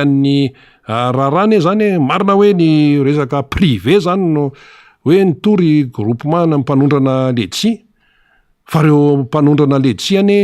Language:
Malagasy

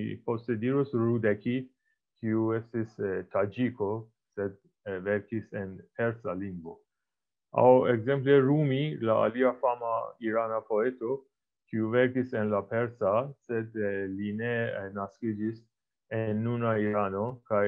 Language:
Esperanto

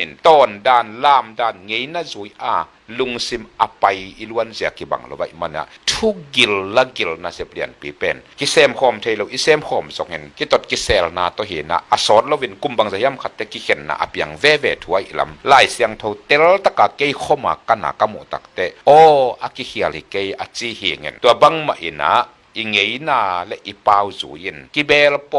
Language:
Tedim Chin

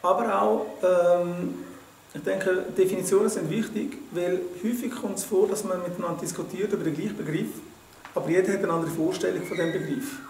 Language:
Swiss German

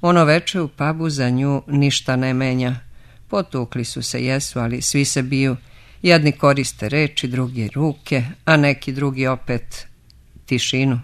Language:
Serbian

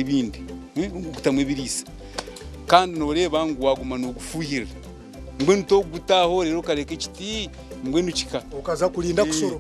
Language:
Nyankole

